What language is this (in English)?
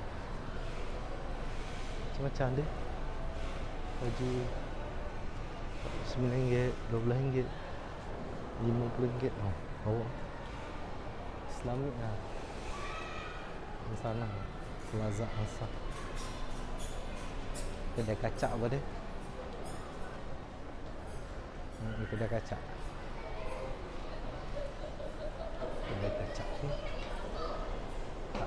Malay